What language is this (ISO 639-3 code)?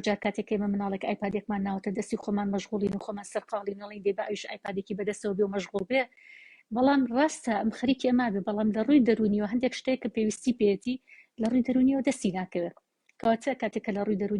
ckb